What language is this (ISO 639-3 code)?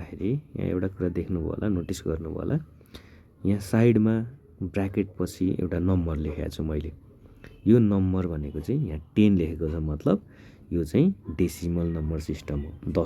nep